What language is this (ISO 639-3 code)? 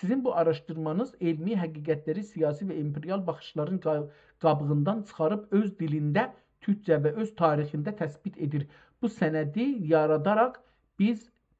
azb